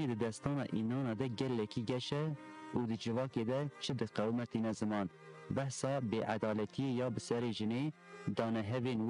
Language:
Kurdish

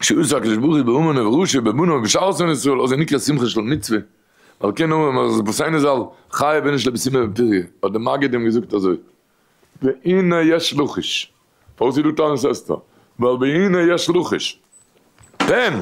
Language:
Yiddish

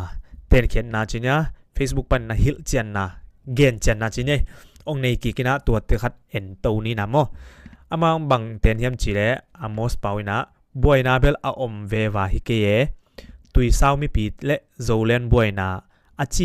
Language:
Tedim Chin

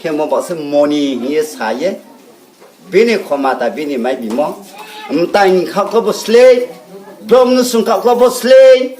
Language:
Riang (India)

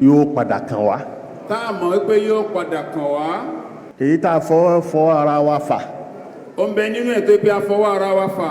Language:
Yoruba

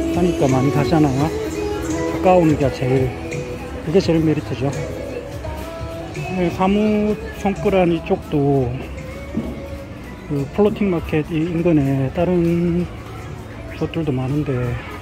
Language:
Korean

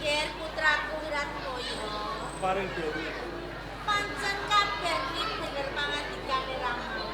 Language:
Javanese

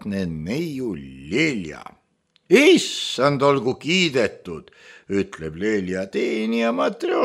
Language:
Estonian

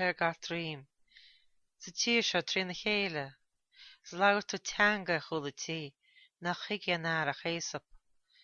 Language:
Irish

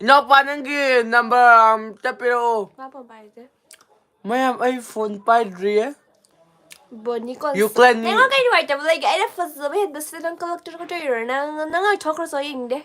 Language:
Manipuri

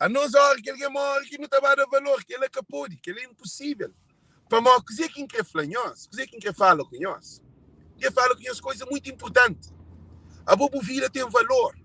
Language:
Kabuverdianu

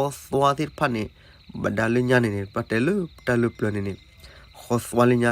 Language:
S'gaw Karen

